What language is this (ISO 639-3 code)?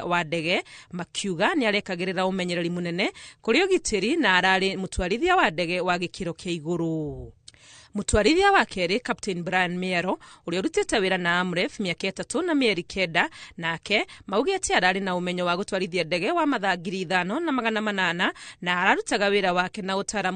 kik